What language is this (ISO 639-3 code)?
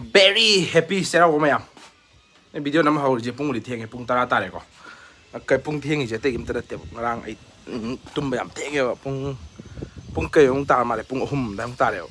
mni